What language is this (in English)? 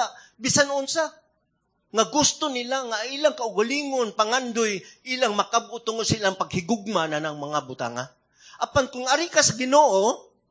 Cebuano